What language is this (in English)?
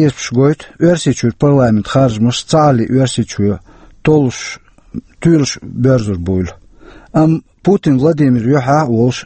Chechen